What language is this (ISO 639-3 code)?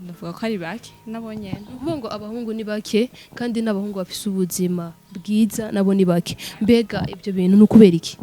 run